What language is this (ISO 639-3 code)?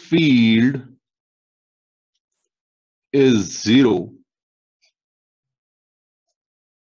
hin